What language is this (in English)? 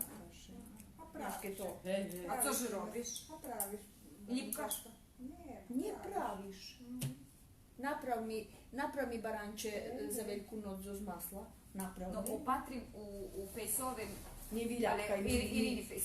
Rusyn